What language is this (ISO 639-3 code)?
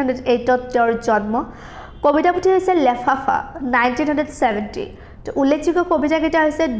asm